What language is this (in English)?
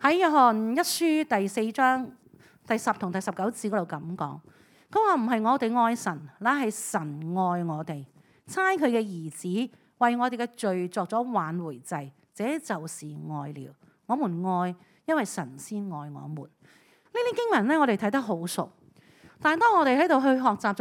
Cantonese